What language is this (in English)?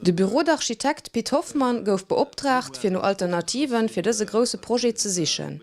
Luxembourgish